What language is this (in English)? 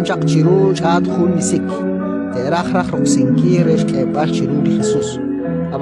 Kekchí